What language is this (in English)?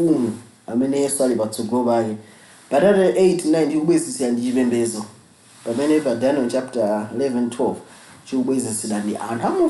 Nyanja